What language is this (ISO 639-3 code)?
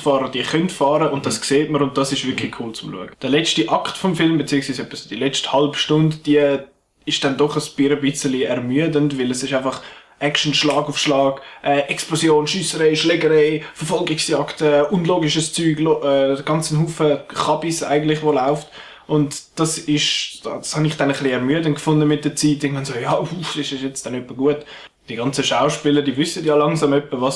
gsw